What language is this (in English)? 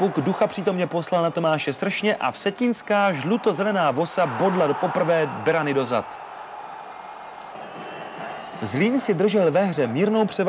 Czech